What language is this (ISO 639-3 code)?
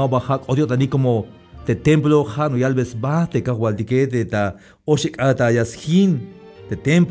tzh